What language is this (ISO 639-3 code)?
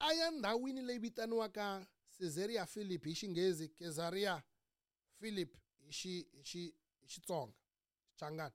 tso